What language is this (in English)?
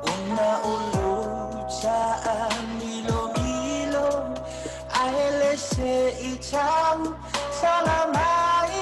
Samoan